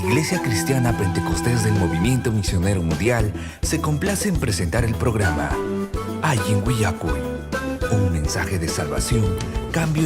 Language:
Ayacucho Quechua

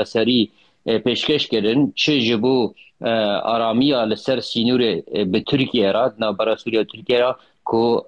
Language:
Kurdish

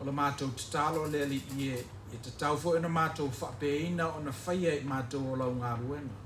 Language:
Samoan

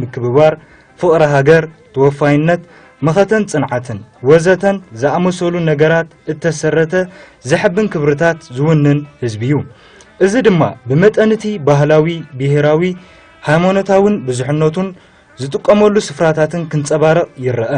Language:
Tigrinya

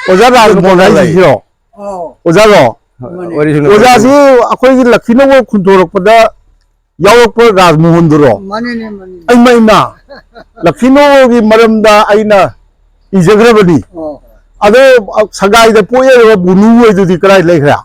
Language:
Manipuri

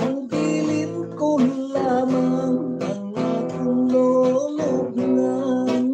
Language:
Hiligaynon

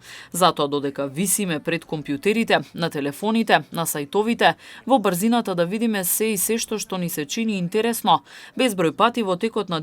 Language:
Macedonian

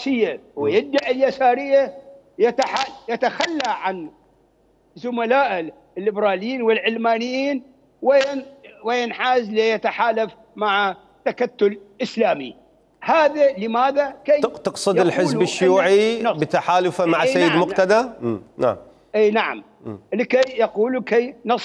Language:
Mesopotamian Arabic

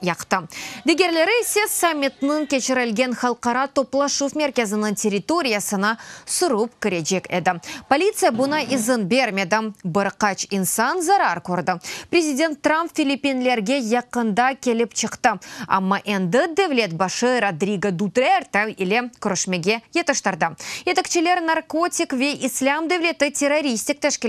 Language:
Crimean Tatar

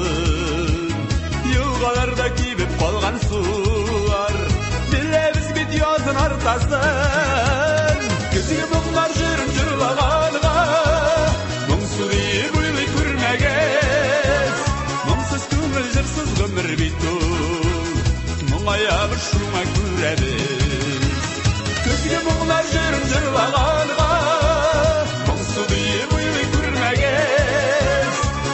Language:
Tatar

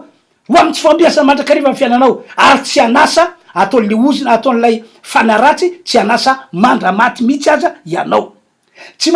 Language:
Malagasy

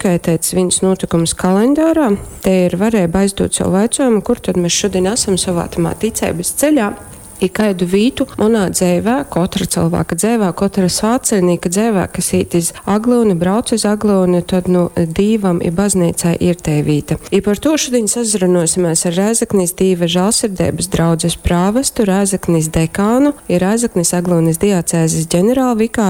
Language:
Latgalian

